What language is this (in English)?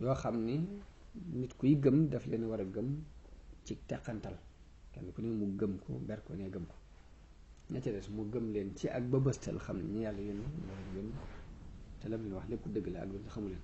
Wolof